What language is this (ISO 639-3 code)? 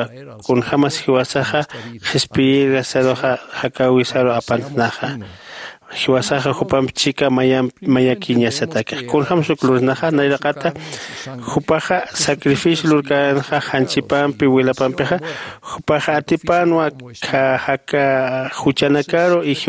aym